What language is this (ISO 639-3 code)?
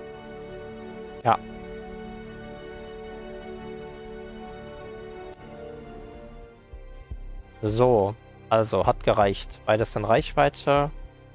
deu